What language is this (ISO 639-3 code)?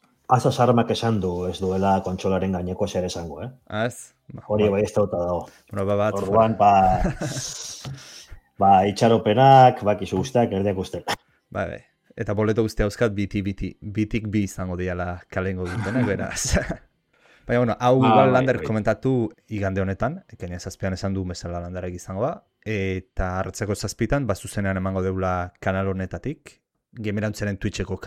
eus